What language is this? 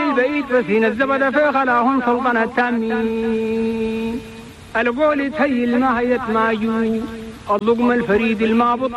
Chadian Arabic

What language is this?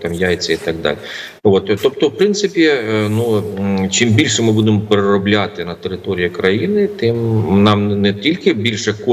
Ukrainian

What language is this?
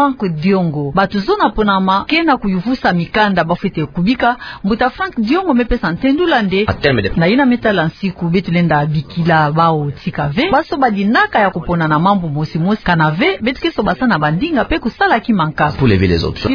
Kituba (Democratic Republic of Congo)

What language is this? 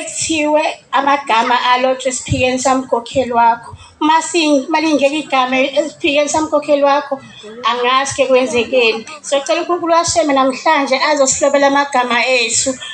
Zulu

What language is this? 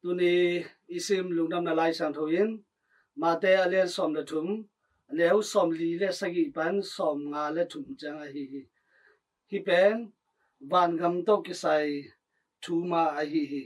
Tedim Chin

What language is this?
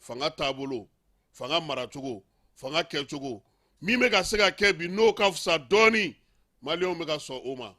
Bambara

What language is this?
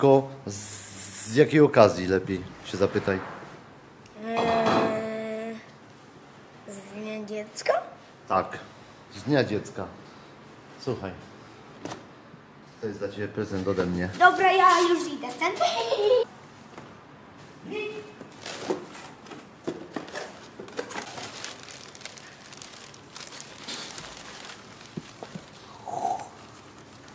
Polish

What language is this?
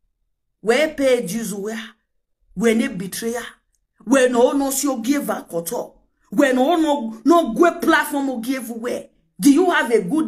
Nigerian Pidgin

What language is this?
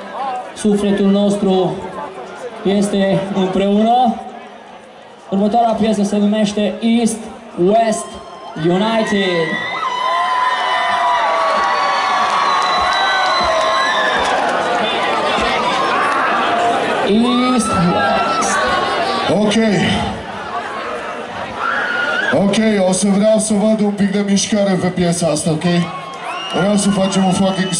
Romanian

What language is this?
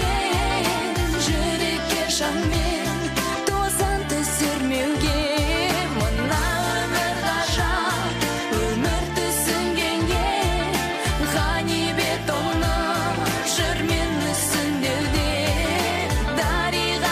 Kazakh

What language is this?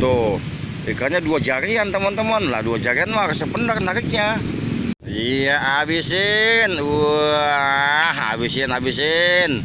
Betawi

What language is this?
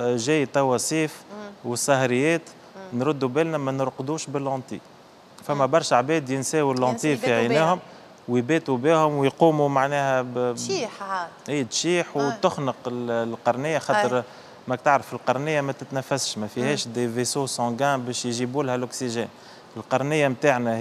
Tunisian Arabic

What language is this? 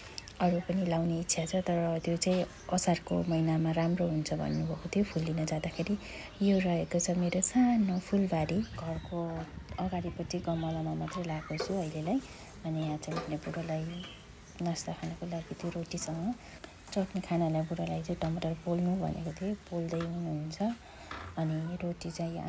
Nepali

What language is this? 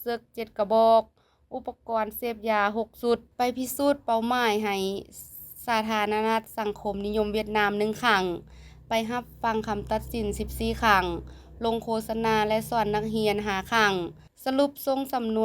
Lao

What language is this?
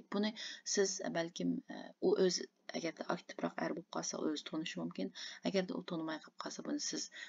Uyghur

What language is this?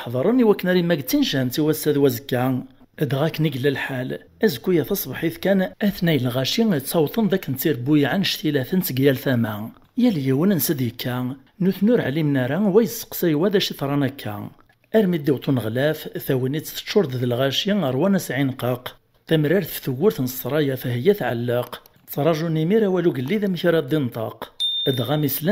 Kabyle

